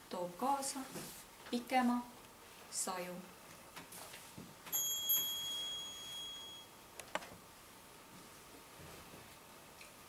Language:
Estonian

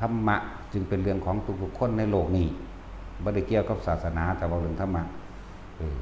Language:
Northeastern Thai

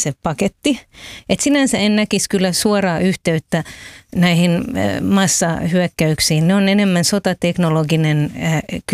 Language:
Finnish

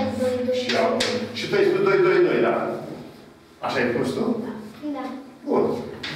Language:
Romanian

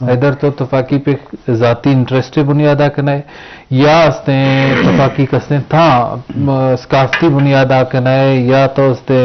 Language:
Eastern Balochi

